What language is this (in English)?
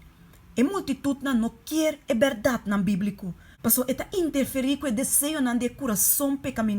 Papiamento